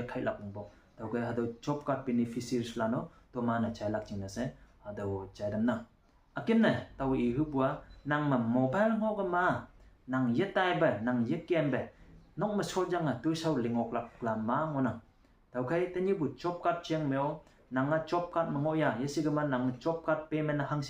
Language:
Konyak Naga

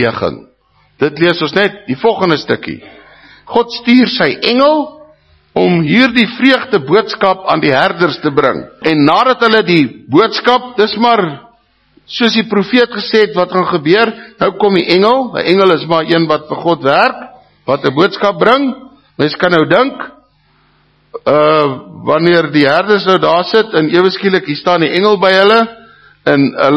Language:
Afrikaans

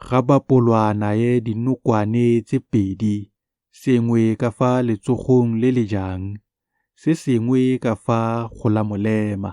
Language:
Tswana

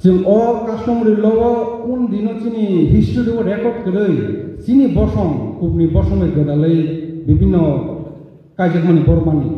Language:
Riang (India)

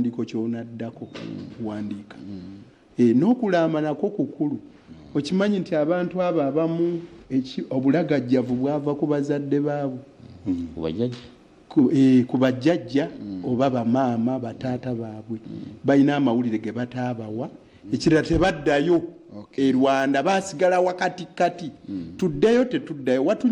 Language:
Ganda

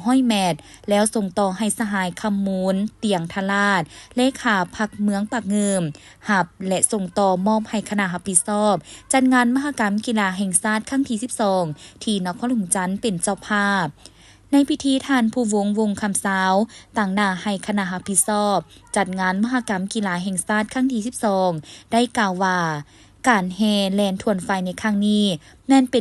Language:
Lao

